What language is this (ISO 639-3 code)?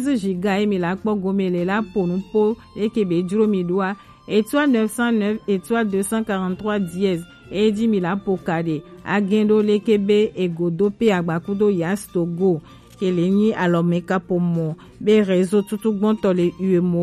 gej